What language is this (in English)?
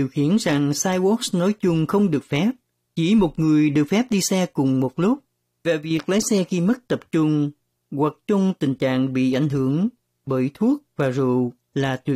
Vietnamese